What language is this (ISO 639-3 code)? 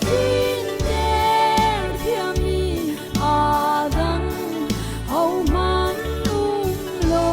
cnh